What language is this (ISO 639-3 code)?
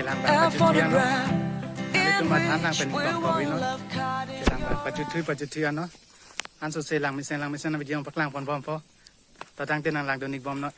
mjw